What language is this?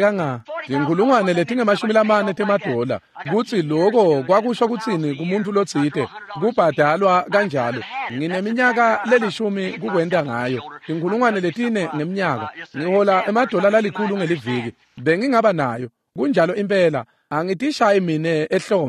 Swati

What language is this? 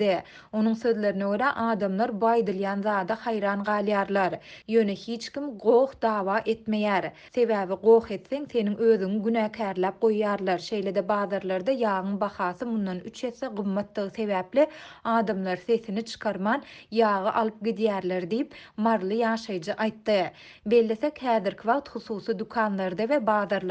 Turkmen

